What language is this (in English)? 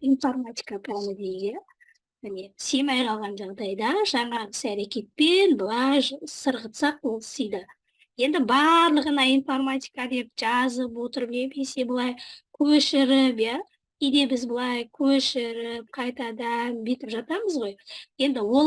Kazakh